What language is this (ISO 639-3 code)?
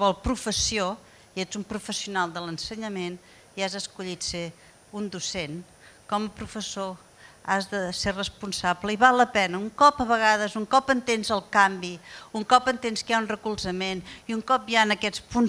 cat